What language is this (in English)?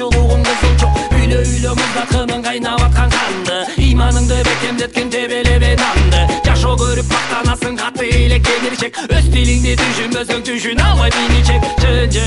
Kyrgyz